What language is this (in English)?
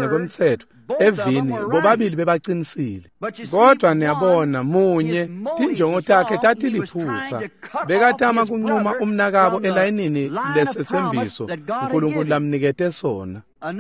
Swati